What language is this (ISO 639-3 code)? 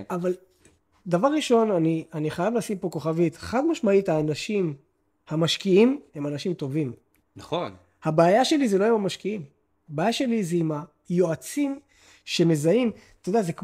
heb